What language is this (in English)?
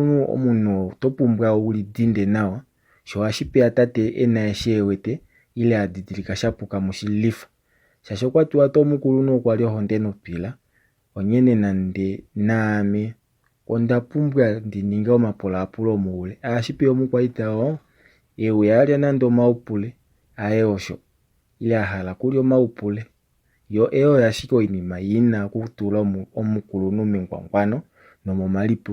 Kuanyama